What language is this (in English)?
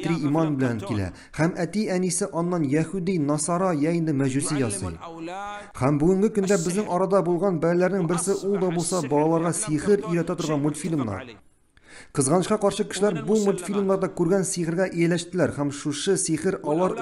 Tatar